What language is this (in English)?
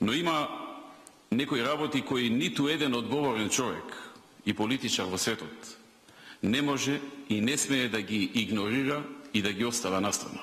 Macedonian